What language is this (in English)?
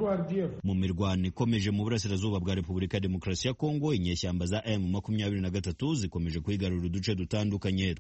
Kinyarwanda